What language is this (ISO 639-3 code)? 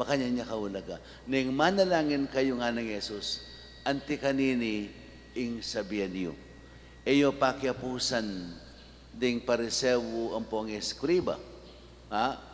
pam